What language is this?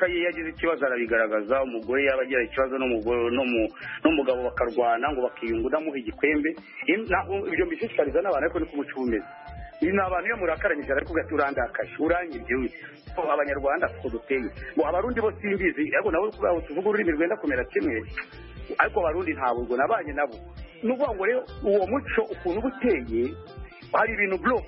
Kinyarwanda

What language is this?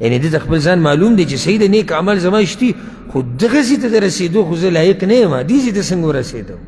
Pashto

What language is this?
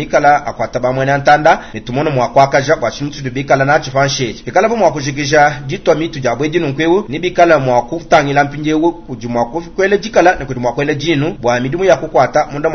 Luba-Lulua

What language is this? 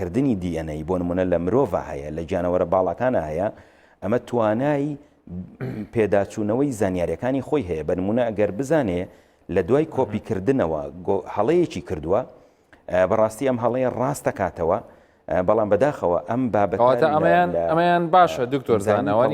Central Kurdish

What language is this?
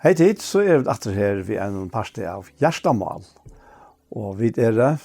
Faroese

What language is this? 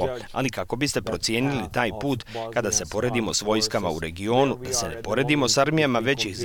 Bosnian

